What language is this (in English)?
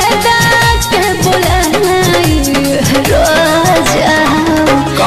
Bhojpuri